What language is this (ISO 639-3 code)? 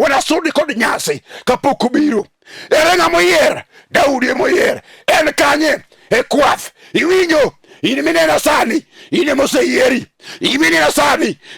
luo